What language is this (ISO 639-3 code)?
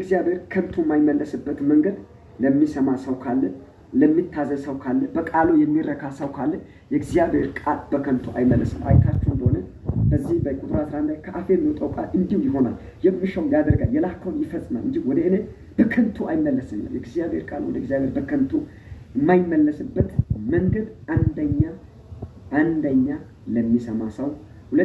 amh